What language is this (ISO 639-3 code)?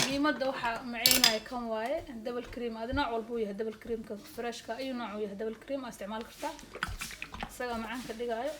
som